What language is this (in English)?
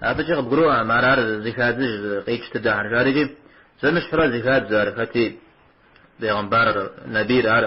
Kabardian